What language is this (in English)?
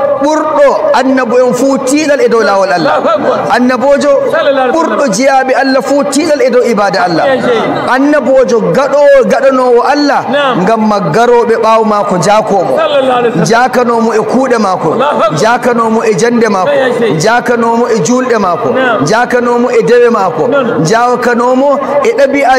Nigerian Fulfulde